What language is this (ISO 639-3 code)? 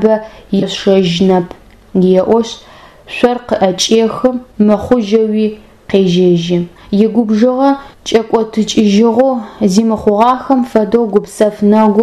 ady